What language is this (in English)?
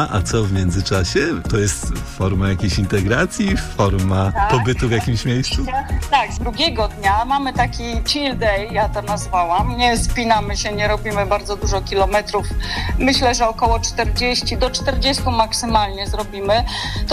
Polish